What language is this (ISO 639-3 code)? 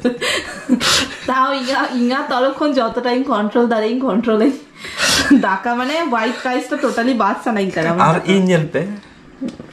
sat